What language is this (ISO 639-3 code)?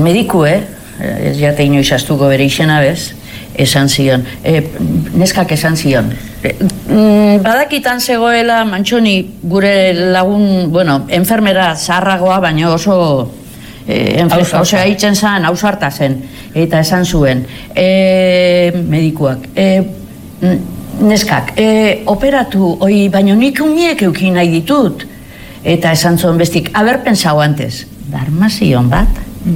eus